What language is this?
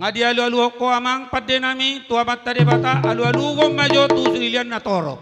Batak Toba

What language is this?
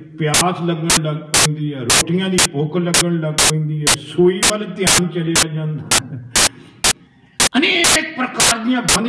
Punjabi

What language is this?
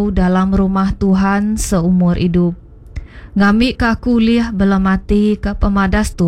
Iban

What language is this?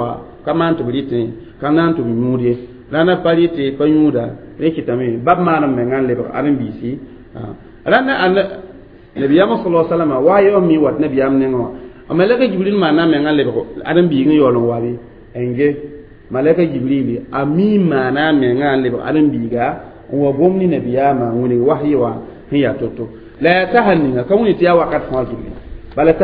Mossi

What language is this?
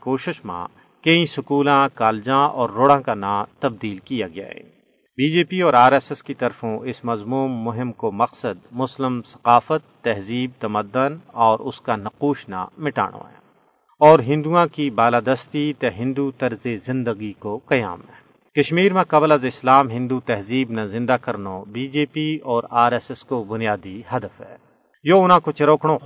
Gujari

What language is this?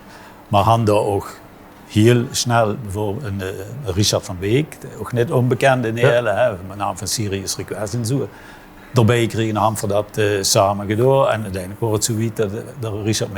Limburgish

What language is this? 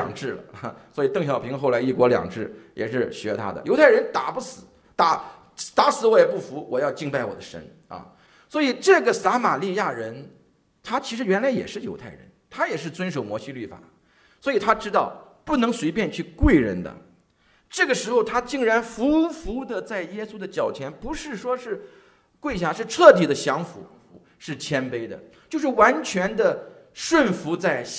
Chinese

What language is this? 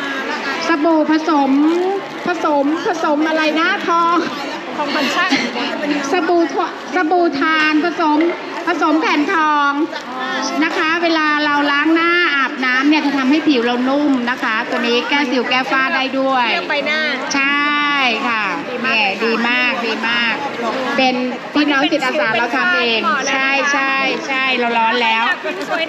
Thai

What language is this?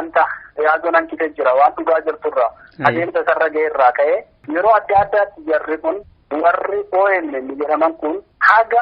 Oromo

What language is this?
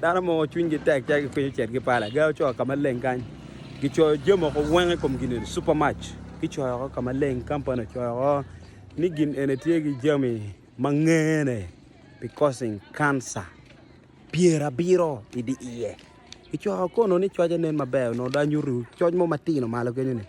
Acoli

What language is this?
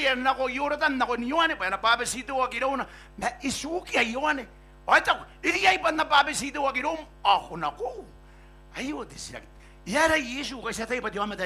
Gilbertese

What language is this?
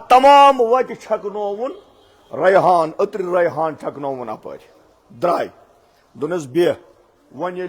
Kashmiri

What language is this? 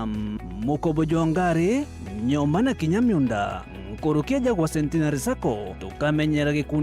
Meru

